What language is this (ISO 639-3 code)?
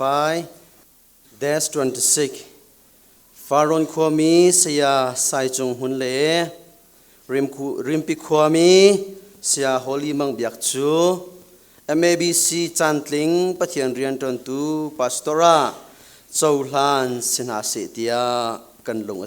cnh